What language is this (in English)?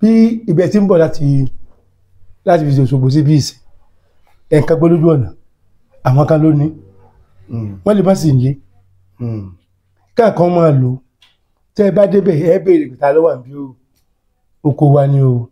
Yoruba